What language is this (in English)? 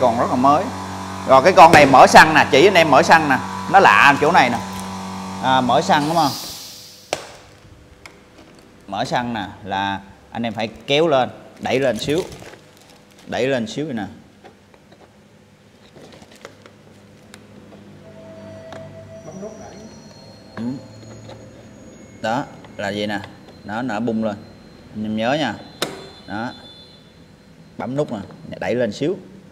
Vietnamese